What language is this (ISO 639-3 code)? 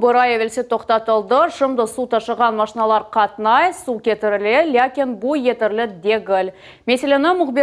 crh